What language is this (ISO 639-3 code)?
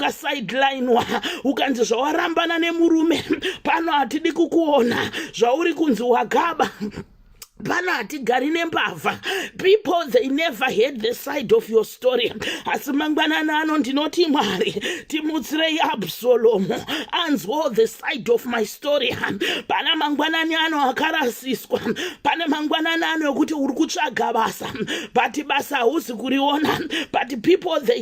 sna